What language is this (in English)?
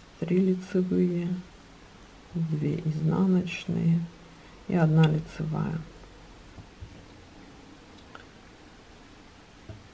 Russian